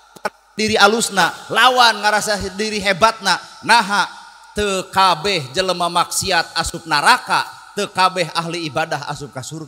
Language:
Sundanese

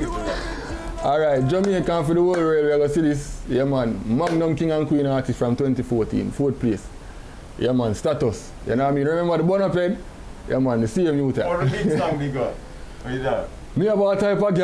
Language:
Jamaican Creole English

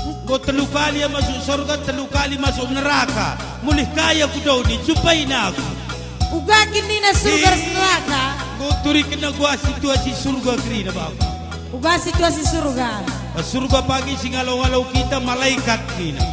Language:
Batak Karo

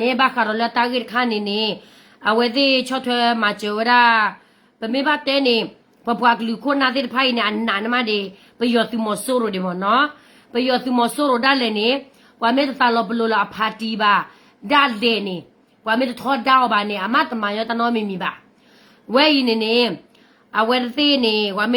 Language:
S'gaw Karen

